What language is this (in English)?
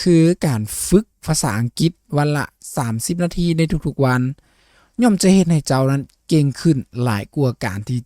Lao